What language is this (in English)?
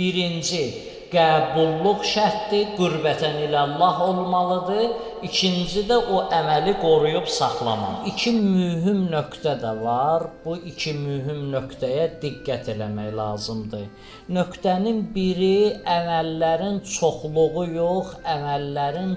Azerbaijani